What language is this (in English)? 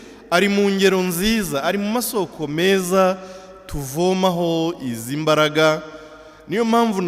Kinyarwanda